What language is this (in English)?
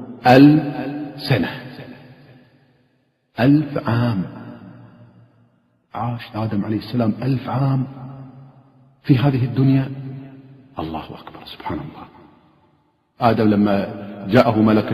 Arabic